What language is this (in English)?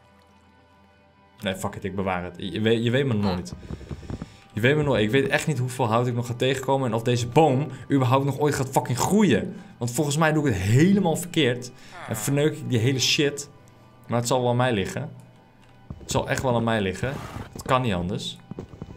Dutch